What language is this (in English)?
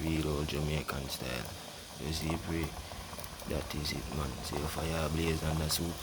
Jamaican Creole English